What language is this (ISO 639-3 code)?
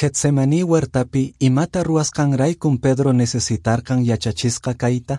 que